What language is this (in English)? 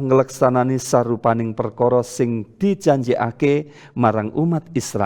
Javanese